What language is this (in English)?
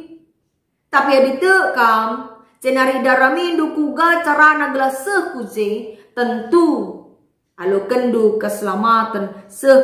Batak Karo